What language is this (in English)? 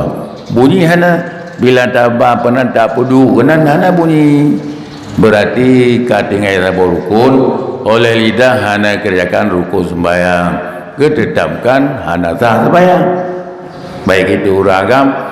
Achinese